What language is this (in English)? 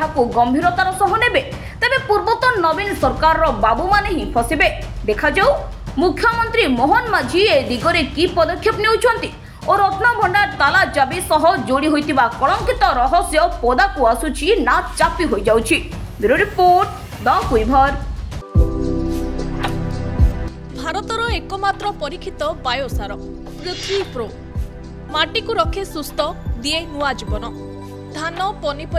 Odia